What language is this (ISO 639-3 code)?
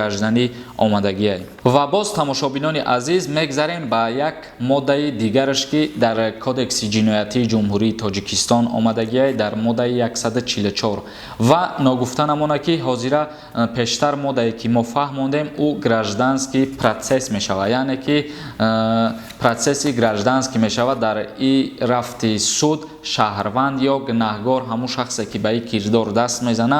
tgk